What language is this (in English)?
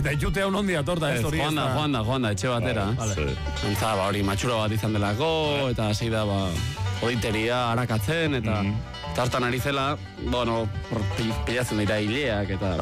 Basque